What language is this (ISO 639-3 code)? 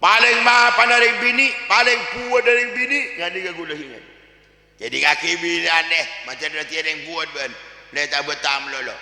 mad